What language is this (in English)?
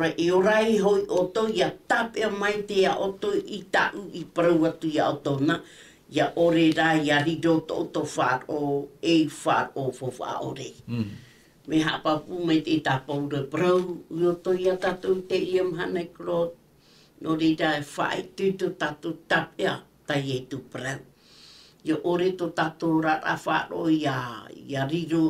Tahitian